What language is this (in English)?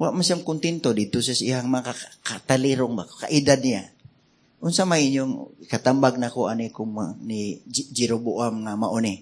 Cebuano